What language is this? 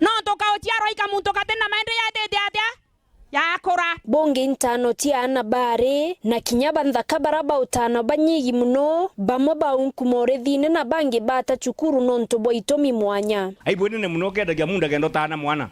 Meru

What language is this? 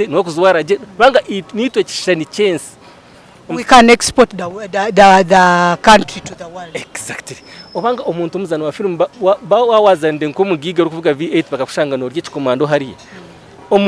Nyankole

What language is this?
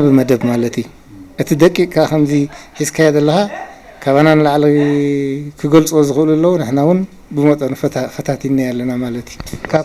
Tigrinya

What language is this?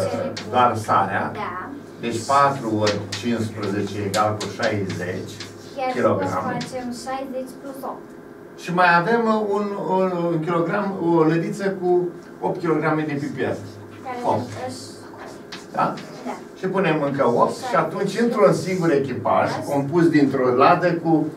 Romanian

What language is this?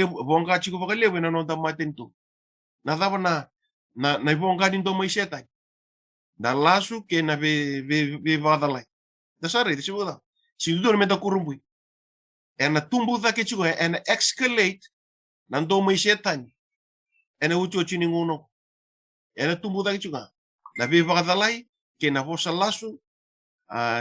Fijian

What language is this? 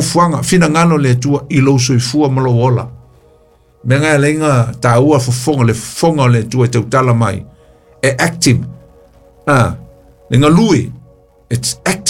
Samoan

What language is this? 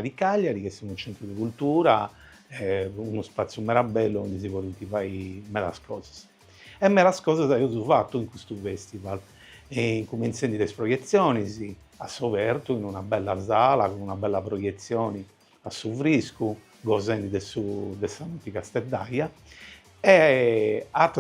Sardinian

